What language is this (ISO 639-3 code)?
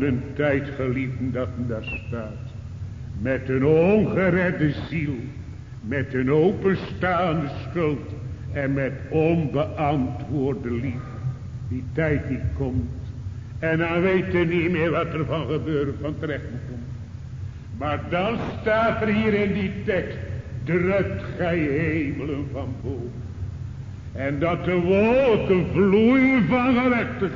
nld